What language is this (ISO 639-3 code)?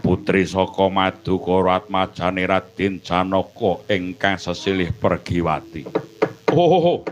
jav